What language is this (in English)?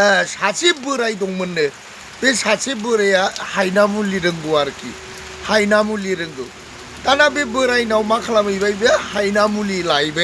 Bodo